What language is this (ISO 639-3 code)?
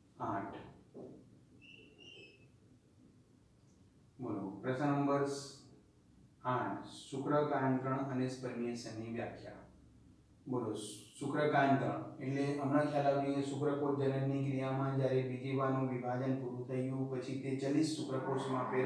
guj